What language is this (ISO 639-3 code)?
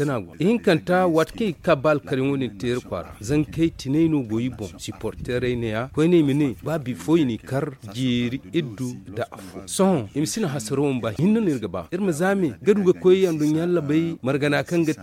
dje